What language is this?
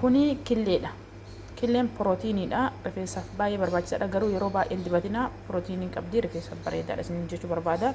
Oromo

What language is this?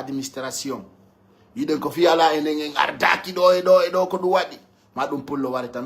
Pular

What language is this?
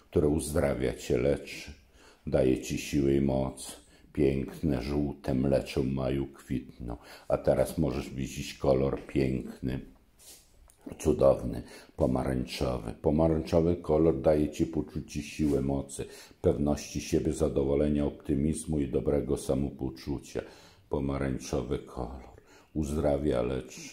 Polish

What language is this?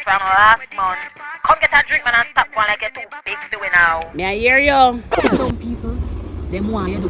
Jamaican Creole English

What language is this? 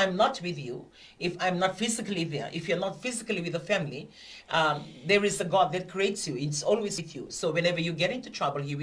Fijian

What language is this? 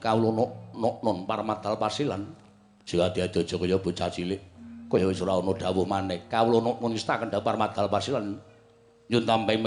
Javanese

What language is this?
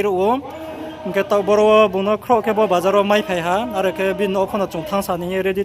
Riang (India)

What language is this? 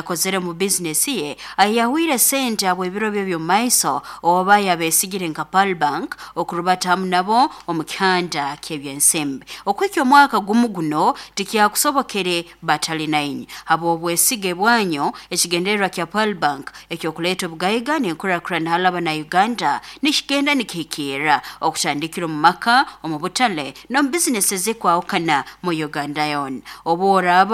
Nyoro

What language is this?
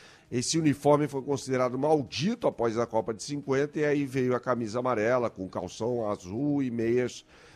Portuguese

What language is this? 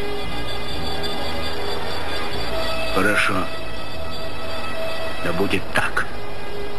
Russian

